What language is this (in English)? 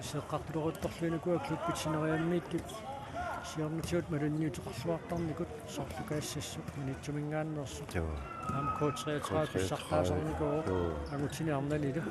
Kalaallisut